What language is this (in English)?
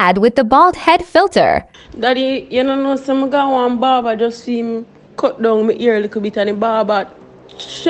Jamaican Creole English